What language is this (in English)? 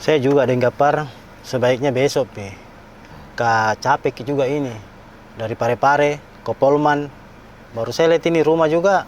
Makassar Malay